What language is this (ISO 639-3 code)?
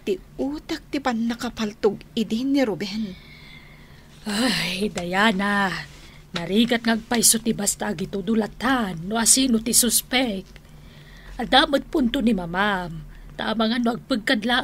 ilo